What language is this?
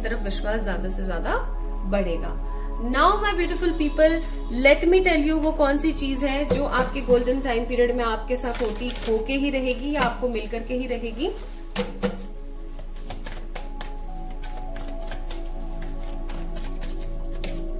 Hindi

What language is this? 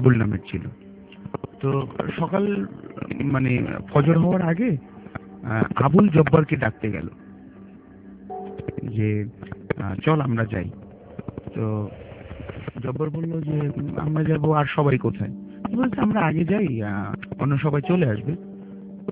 Bangla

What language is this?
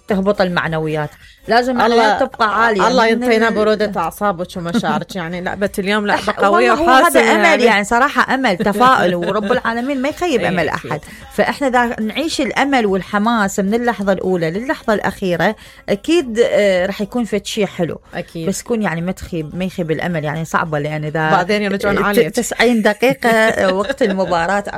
Mesopotamian Arabic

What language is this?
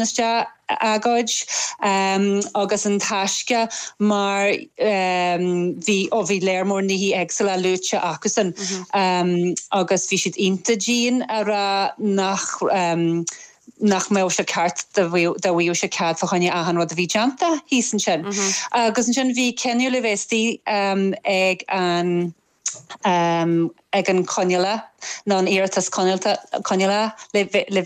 Irish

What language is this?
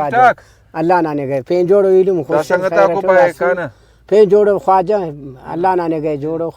Brahui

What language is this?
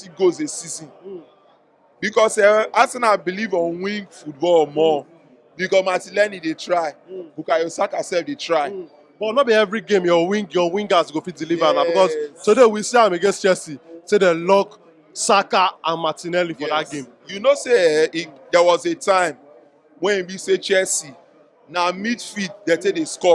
Nigerian Pidgin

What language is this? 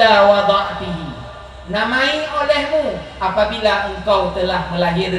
Achinese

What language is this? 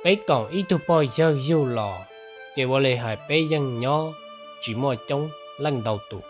Hmong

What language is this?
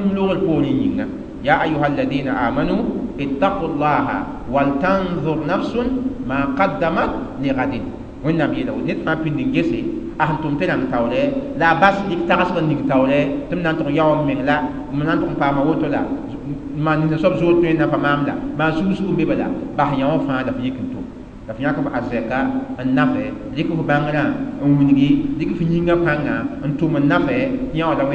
Mossi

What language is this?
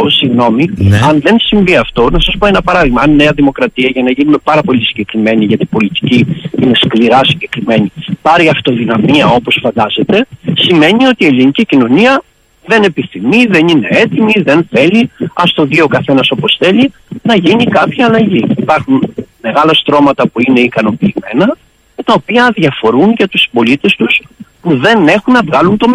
Greek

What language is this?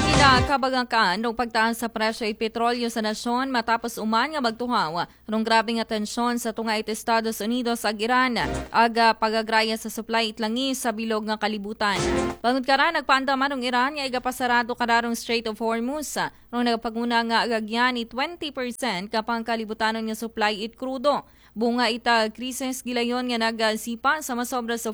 Aklanon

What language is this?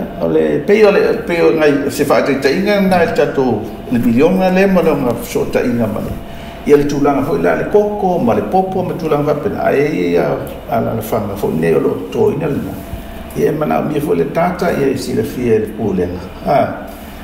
Samoan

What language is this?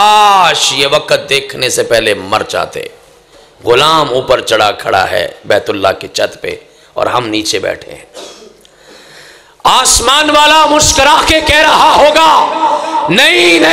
Urdu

